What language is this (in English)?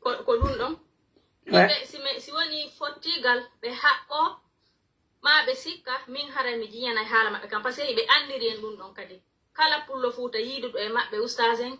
Pular